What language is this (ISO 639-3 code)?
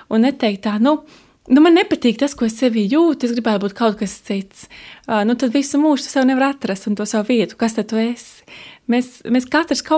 lav